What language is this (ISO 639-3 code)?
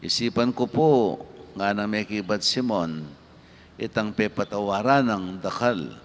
pam